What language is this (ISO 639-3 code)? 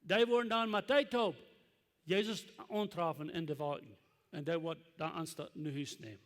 pdt